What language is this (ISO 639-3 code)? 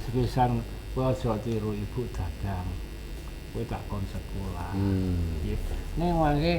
jav